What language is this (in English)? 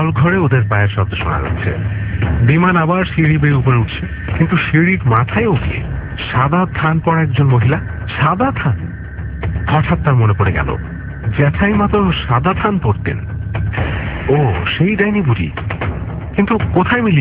Bangla